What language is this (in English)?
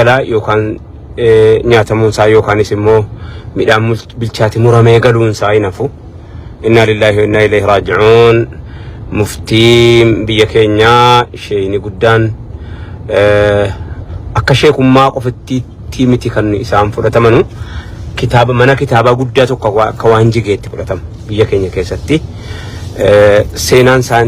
Oromo